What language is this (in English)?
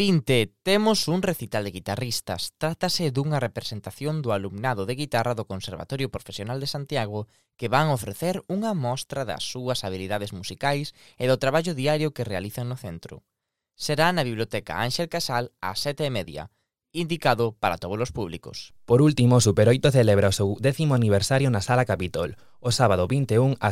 Galician